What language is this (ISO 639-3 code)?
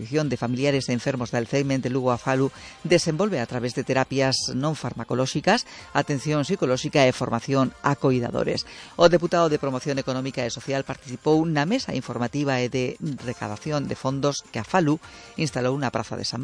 glg